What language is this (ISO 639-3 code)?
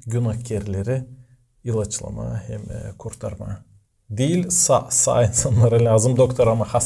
gag